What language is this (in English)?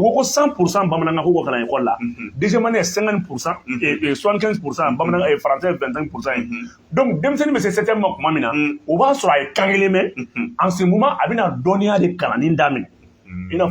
Bambara